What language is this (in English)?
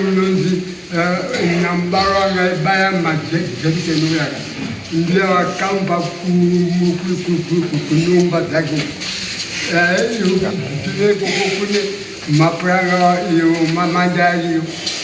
Shona